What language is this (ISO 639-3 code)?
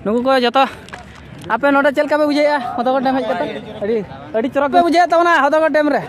sat